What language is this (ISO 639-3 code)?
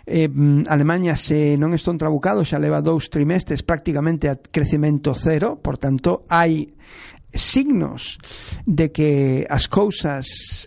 glg